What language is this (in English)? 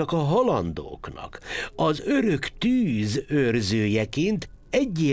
Hungarian